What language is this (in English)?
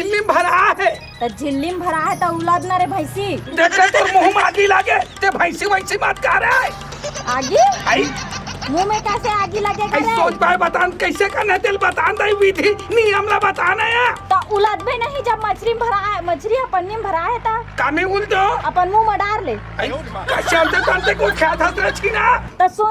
Chhattisgarhi